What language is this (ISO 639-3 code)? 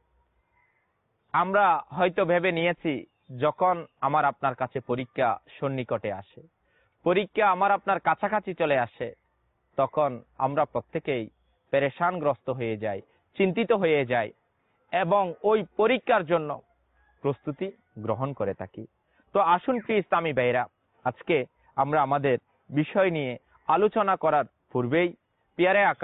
ben